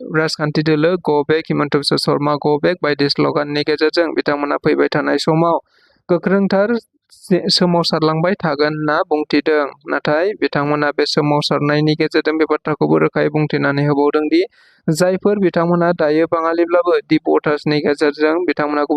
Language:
Bodo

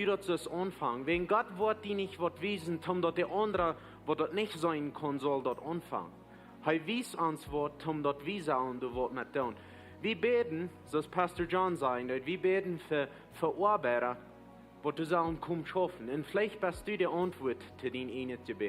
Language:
Plautdietsch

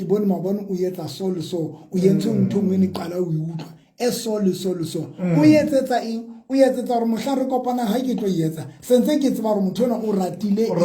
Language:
Southern Sotho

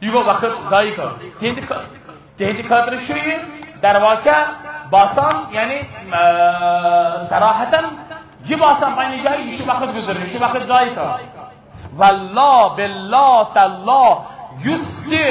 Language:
Kashmiri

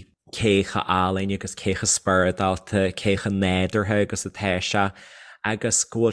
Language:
Irish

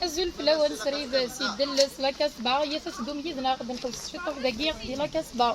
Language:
Kabyle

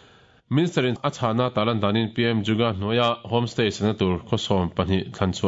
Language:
Mizo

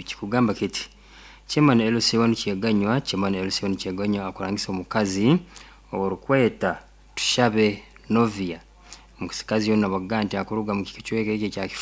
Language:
Nyankole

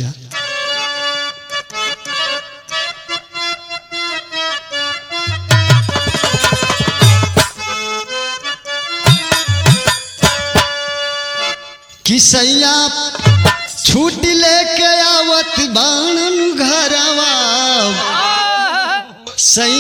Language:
Bhojpuri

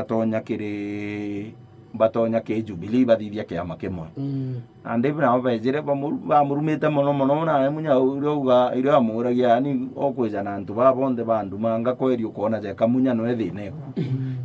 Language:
Meru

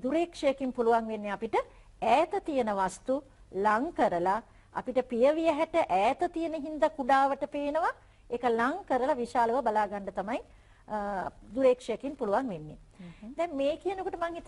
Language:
Sinhala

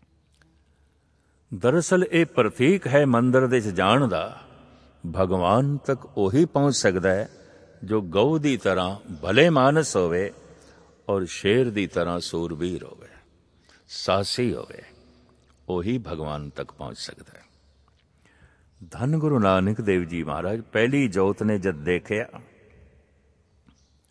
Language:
Punjabi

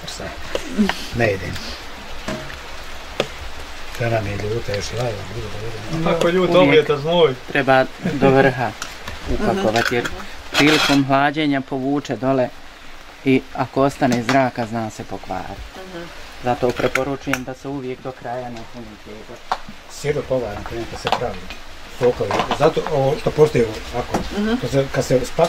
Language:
Bosnian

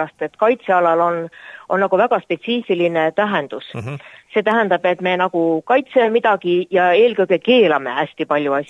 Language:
Estonian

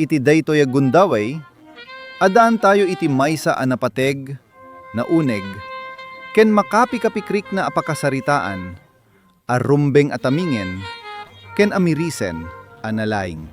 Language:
Iloko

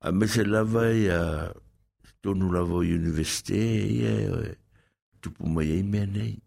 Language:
Samoan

